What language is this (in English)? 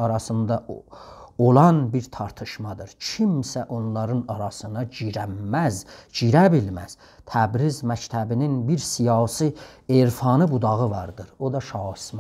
South Azerbaijani